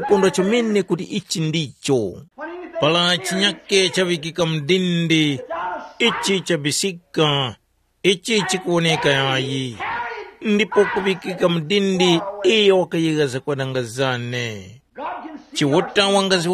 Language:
Tumbuka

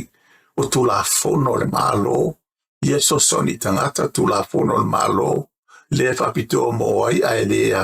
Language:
Samoan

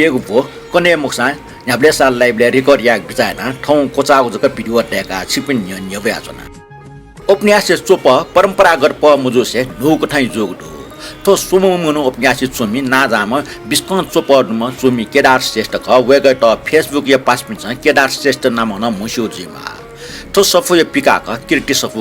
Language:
Newari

